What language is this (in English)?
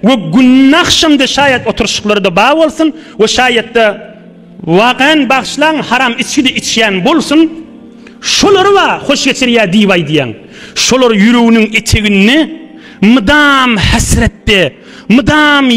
Turkmen